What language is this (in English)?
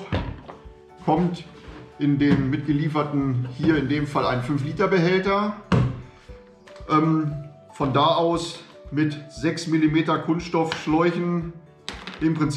German